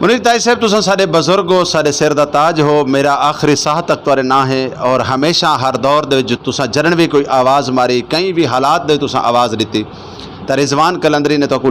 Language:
Saraiki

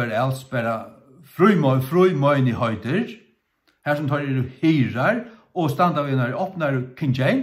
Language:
Faroese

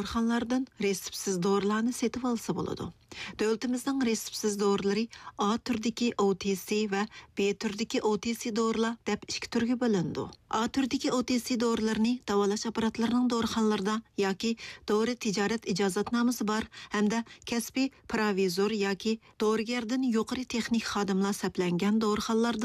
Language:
Uyghur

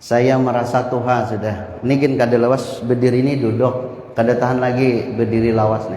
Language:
Banjar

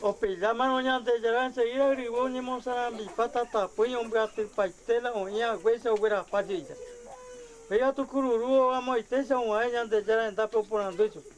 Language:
Guarani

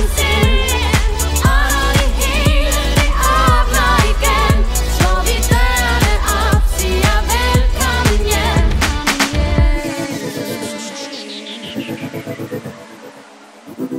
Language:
Danish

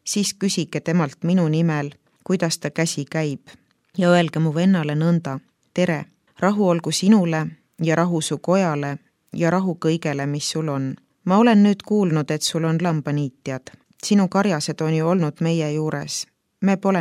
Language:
Estonian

